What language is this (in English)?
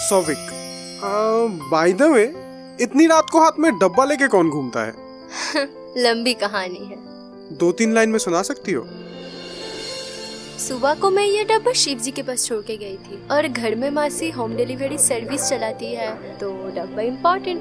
Hindi